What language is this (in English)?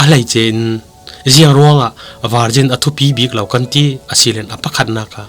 Falam Chin